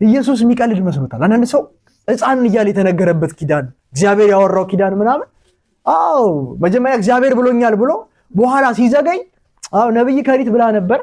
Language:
Amharic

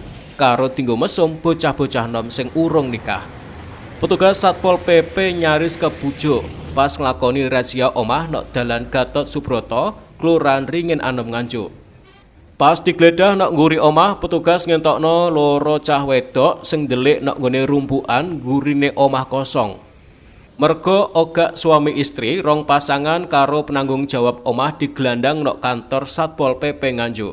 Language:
Javanese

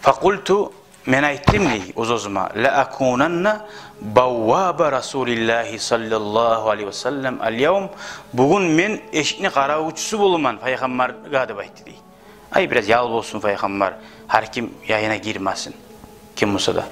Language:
Kumyk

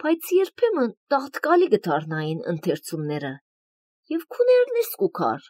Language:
Armenian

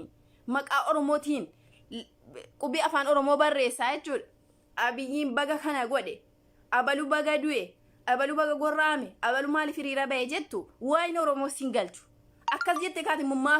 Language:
Oromo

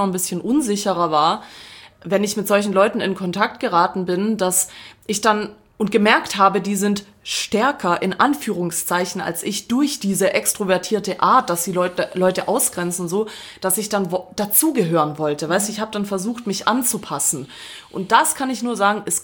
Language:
German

